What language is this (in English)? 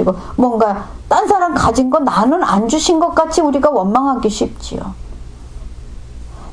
Korean